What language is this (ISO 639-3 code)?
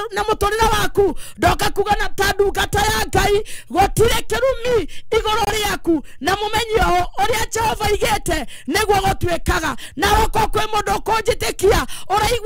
kik